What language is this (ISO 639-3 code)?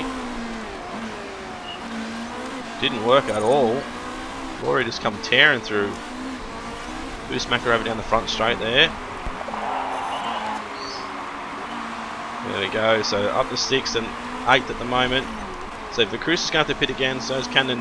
eng